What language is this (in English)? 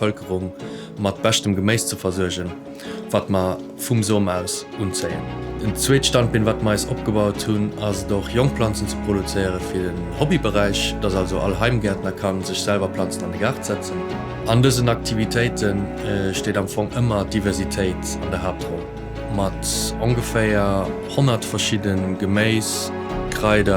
Luxembourgish